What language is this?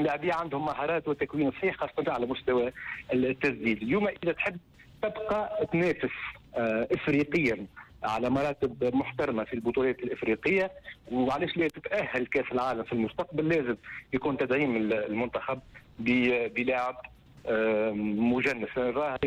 Tunisian Arabic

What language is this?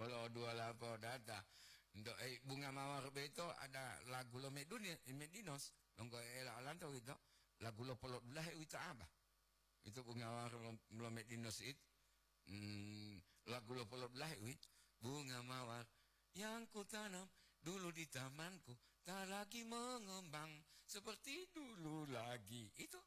Gorontalo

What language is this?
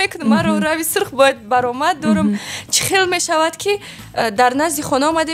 Tajik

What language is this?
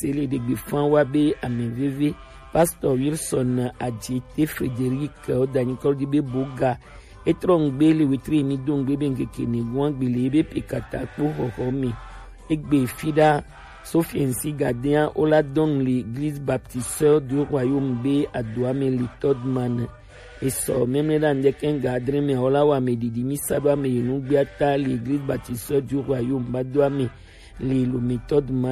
Gen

